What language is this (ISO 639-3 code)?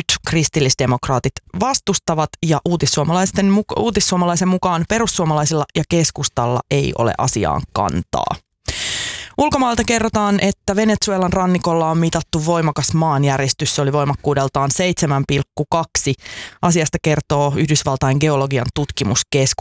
fin